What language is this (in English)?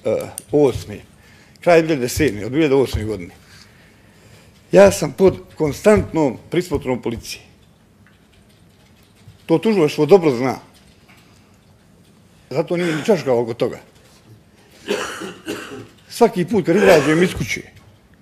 Bosnian